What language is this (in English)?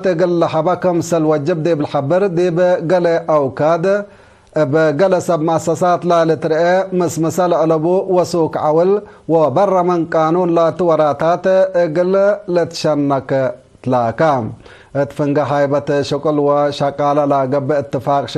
Tigre